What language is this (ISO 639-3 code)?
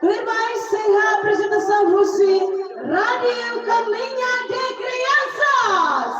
tet